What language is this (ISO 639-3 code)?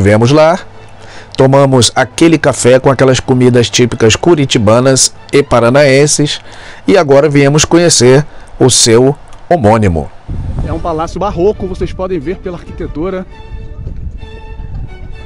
por